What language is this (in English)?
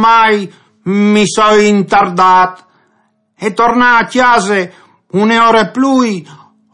Friulian